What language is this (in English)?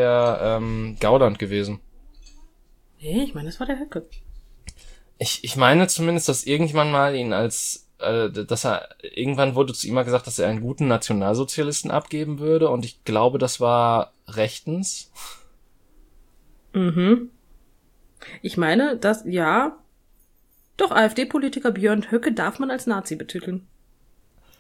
German